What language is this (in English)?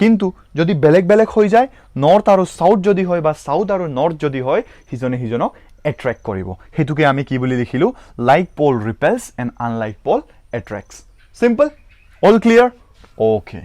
Assamese